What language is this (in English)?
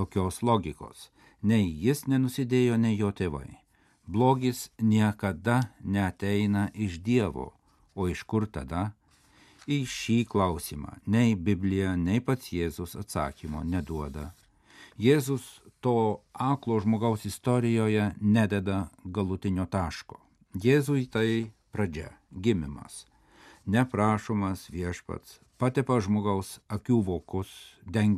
Lithuanian